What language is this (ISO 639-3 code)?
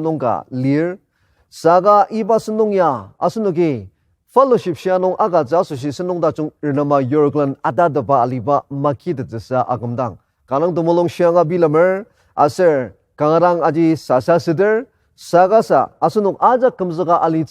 njo